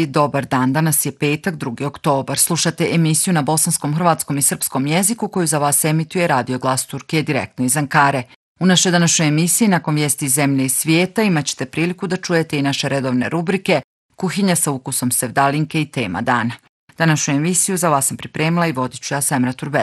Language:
Bosnian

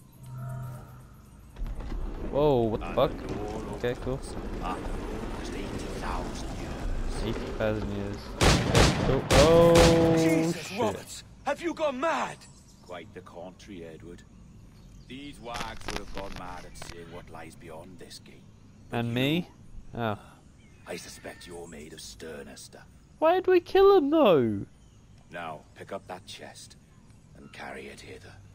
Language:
English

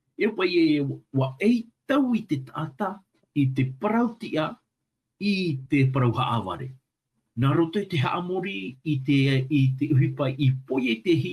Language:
Tahitian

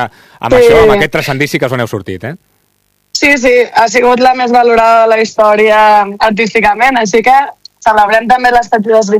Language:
Catalan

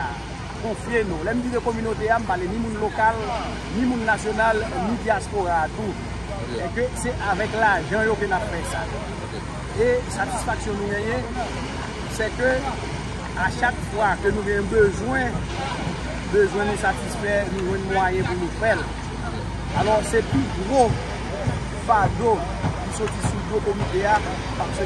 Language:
Haitian Creole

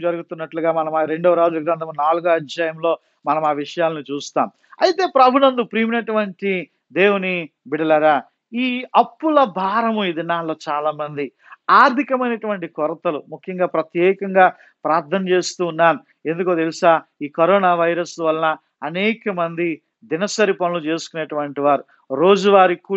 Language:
Telugu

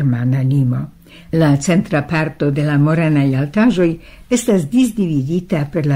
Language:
Esperanto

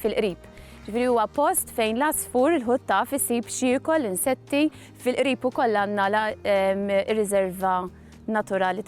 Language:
Maltese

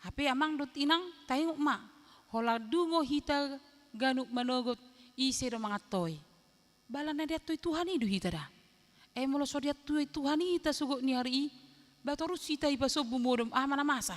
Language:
Batak Toba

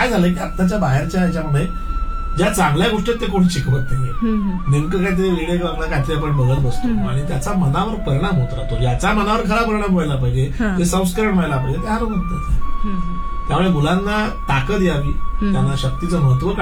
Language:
Marathi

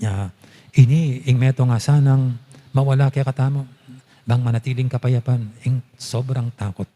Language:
Pampanga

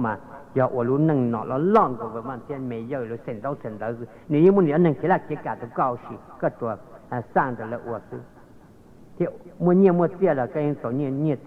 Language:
Hmong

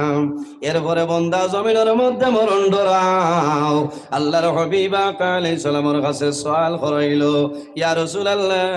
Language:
Sylheti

